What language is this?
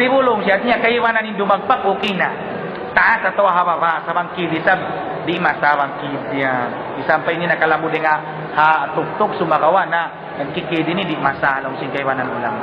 Tausug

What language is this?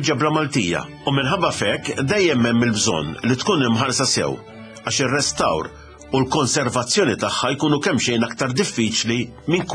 Maltese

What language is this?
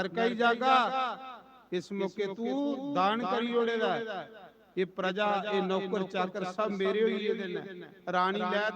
Dogri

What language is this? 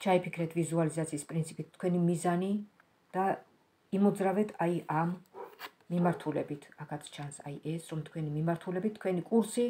Georgian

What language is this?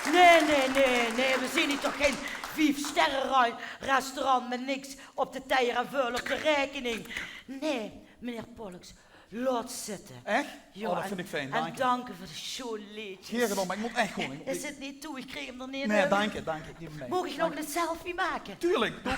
Limburgish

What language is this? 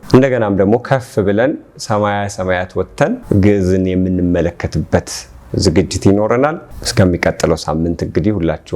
Amharic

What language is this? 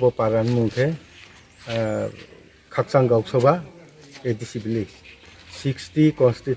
Riang (India)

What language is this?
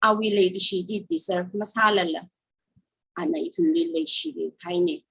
Tangkhul Naga (India)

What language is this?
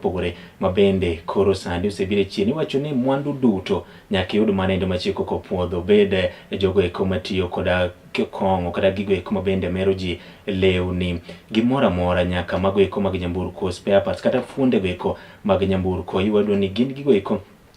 Luo (Kenya and Tanzania)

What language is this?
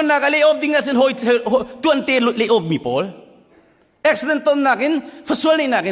Hakha Chin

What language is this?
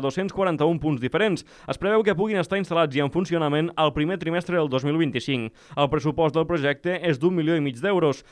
Catalan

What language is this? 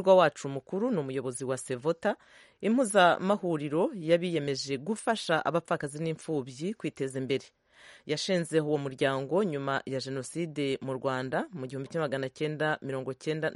Kinyarwanda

